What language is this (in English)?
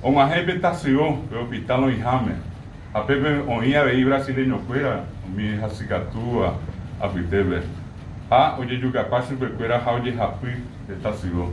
Guarani